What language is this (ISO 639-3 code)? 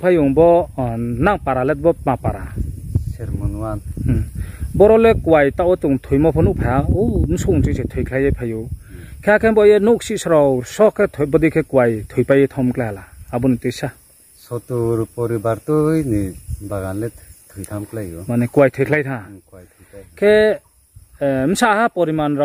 ria